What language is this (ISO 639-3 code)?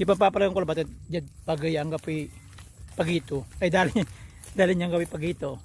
pag